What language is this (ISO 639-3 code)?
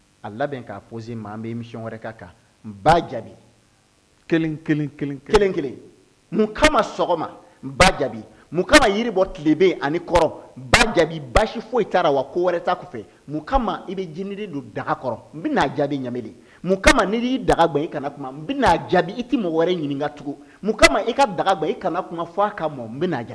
bam